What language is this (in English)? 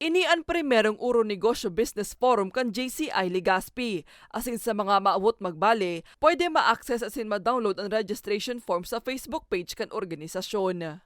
Bikol